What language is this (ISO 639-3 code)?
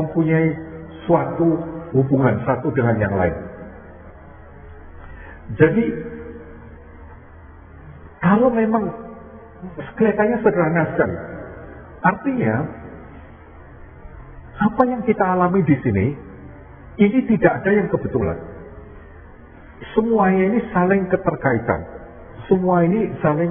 ind